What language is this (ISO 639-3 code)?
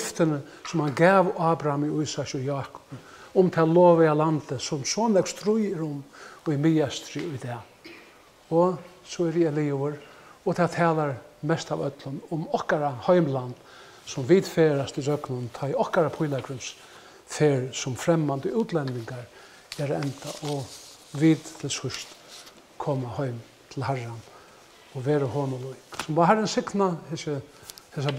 fao